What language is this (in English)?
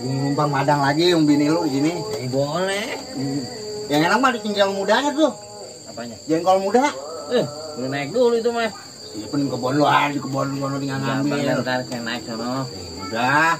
Betawi